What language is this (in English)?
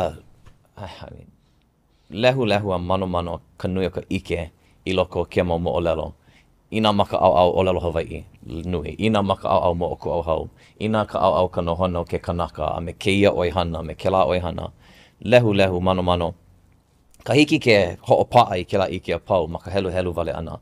Hawaiian